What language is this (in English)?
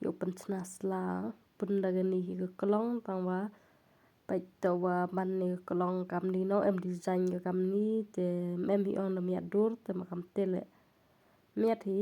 Khasi